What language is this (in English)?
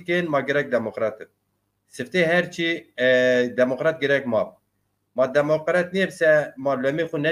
Zaza